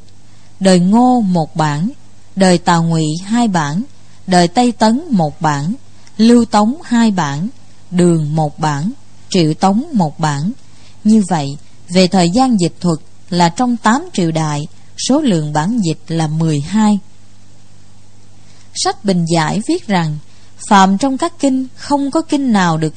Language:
Vietnamese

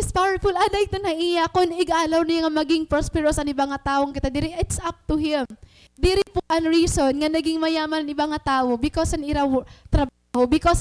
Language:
Waray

